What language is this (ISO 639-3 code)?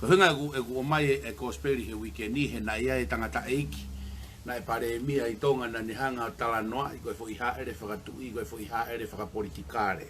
ton